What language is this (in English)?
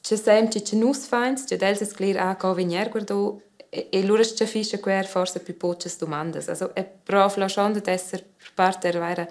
Romansh